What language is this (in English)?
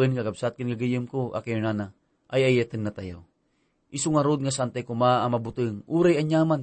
Iloko